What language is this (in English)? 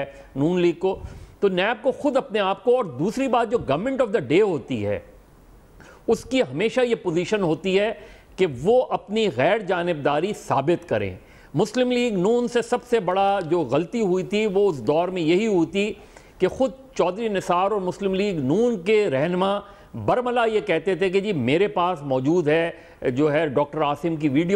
Urdu